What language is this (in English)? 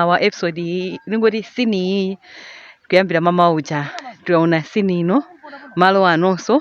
Nyanja